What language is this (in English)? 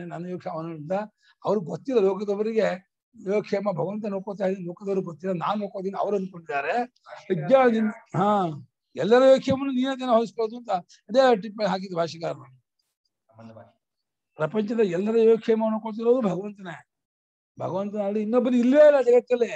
Kannada